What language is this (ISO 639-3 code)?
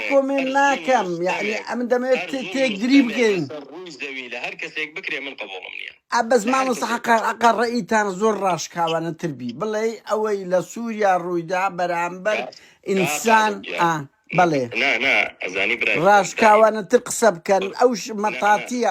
ckb